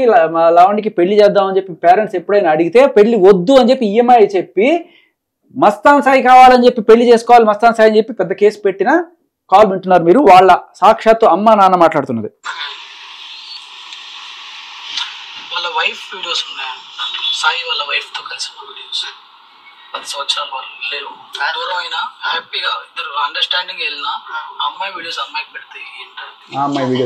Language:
Telugu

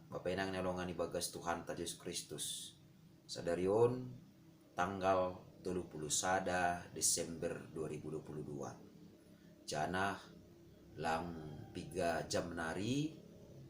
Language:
Batak Simalungun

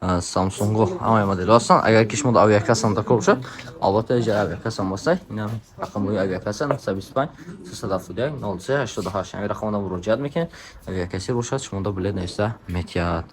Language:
Tajik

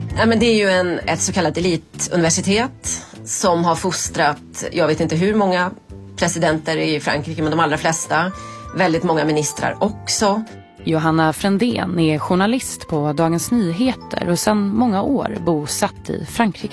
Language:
Swedish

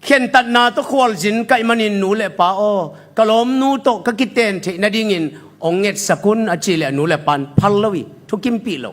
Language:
Tedim Chin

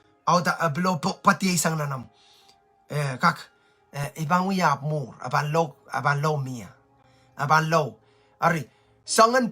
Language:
Pohnpeian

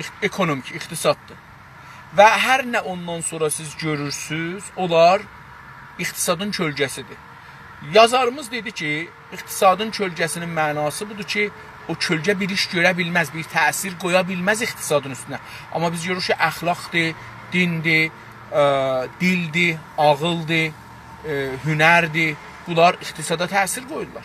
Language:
South Azerbaijani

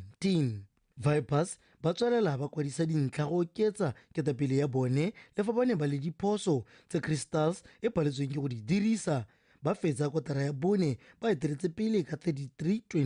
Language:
Tswana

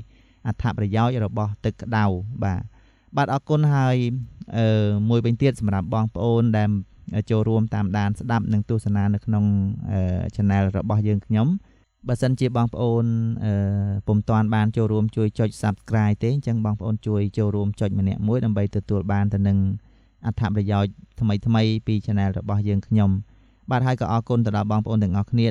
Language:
Khmer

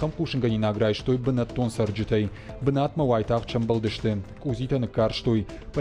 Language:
Ossetic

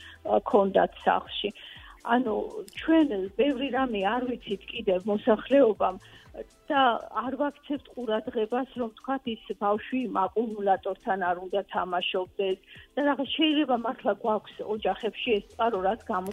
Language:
Georgian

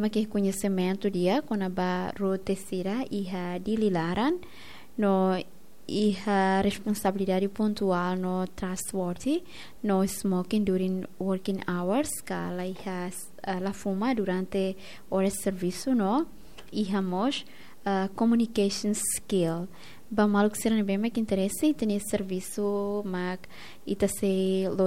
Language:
Tetum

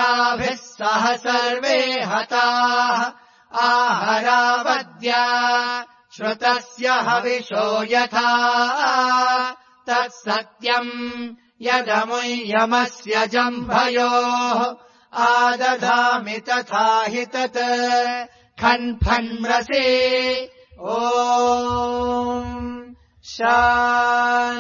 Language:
Sanskrit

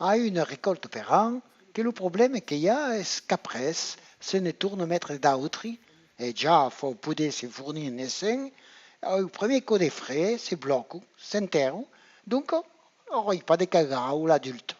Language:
Occitan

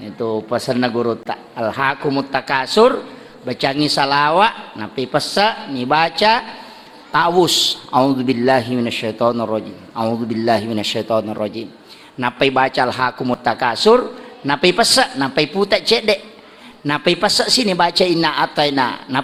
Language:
Buginese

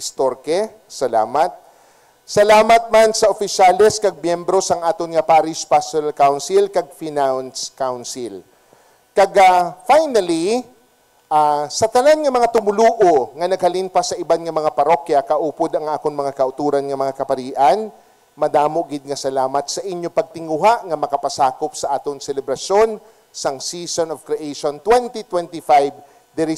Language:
Hiligaynon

